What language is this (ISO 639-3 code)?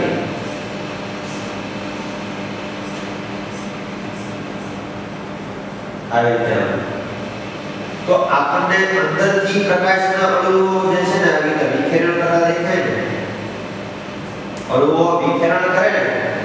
guj